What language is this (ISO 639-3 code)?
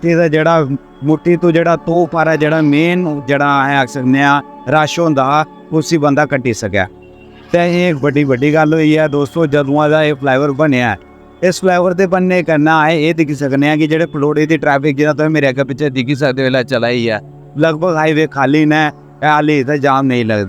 doi